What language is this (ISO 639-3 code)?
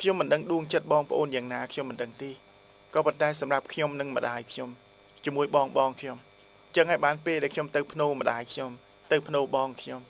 khm